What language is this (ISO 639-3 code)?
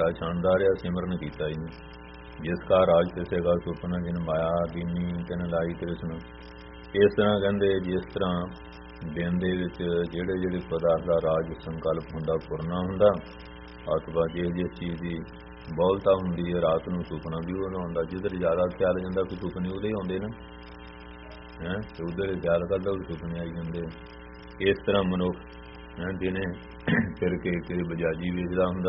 pan